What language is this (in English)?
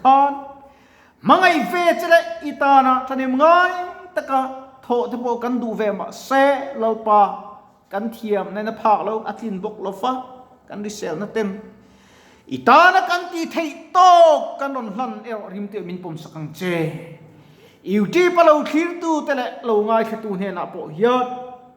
Mizo